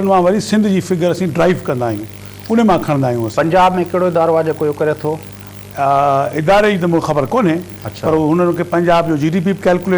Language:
Sindhi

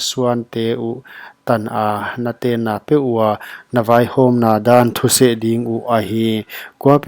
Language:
Paite Chin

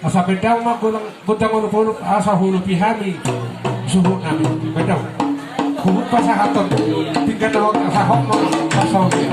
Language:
Batak Toba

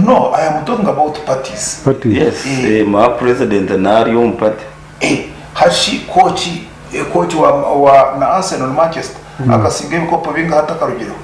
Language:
Nyankole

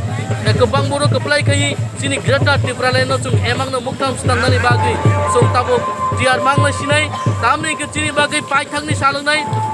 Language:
Kok Borok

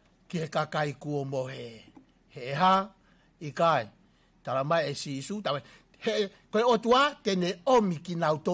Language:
Tongan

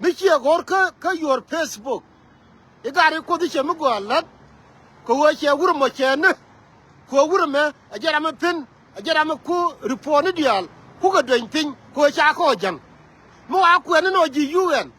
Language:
Nuer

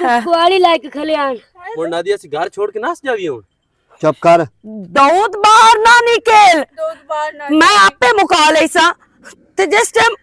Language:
Western Panjabi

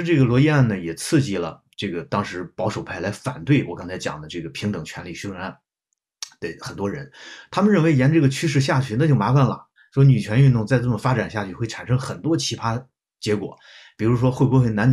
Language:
Chinese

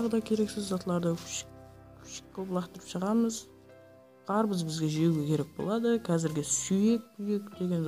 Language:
Kara-Kalpak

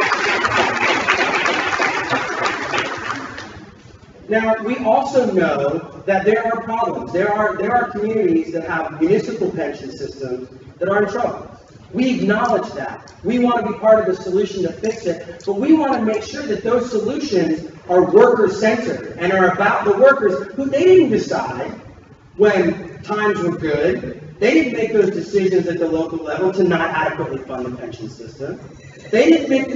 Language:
English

